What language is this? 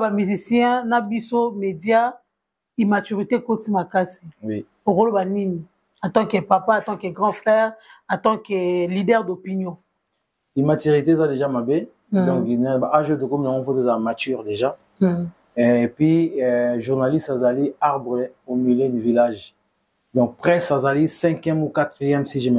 Lingala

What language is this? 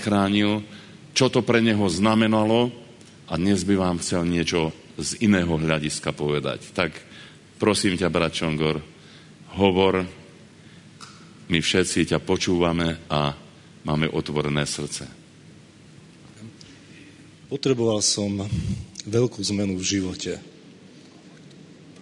Slovak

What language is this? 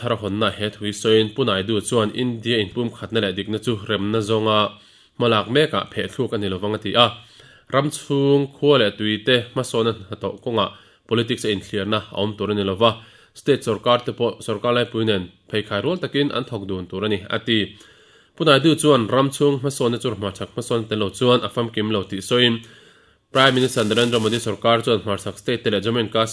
Mizo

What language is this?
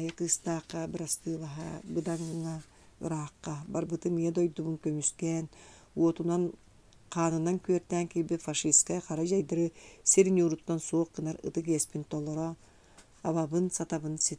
Yakut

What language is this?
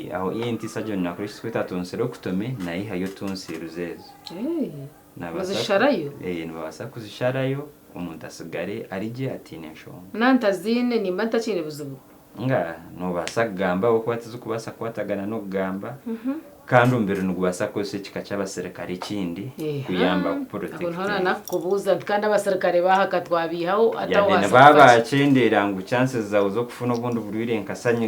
Nyankole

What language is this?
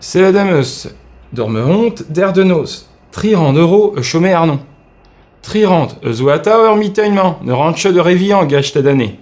Breton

